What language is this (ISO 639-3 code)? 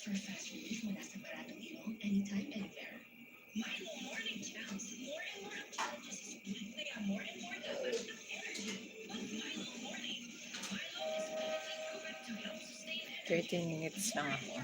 hil